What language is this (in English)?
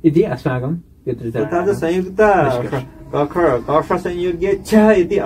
Sanskrit